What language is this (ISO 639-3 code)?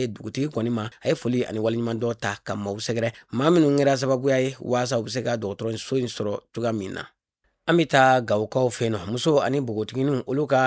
bam